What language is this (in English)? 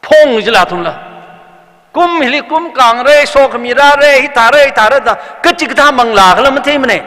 Tangkhul Naga (India)